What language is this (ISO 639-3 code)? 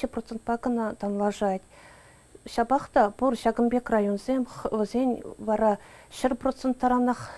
chv